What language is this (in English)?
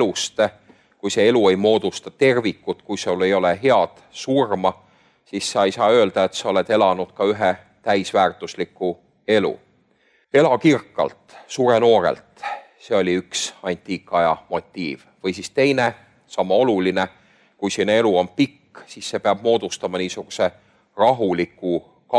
Estonian